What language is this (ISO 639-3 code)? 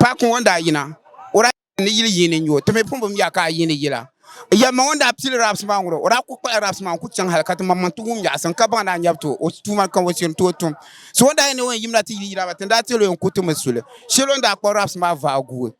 dag